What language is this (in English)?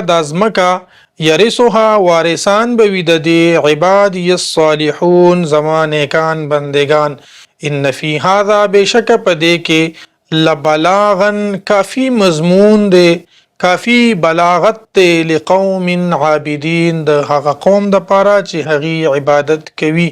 Pashto